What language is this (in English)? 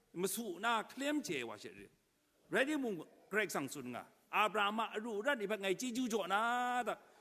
Kachin